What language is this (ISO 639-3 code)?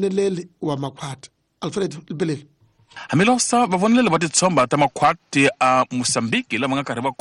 tso